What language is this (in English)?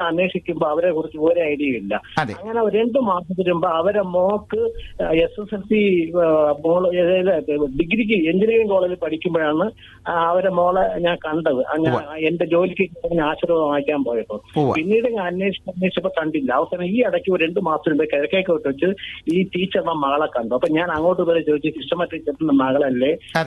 Malayalam